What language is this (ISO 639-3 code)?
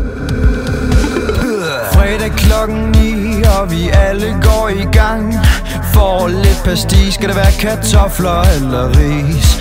dan